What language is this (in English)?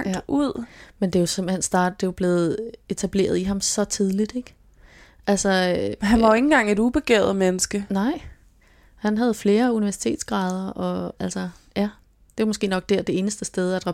Danish